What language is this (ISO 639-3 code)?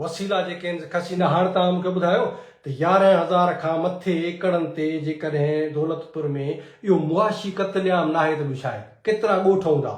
snd